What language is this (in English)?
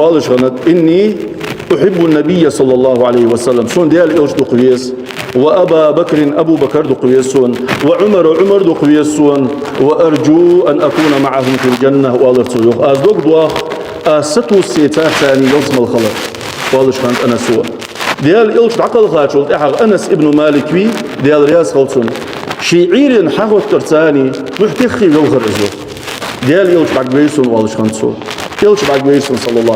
Ingush